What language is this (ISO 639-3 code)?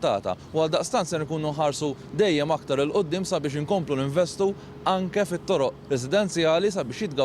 mlt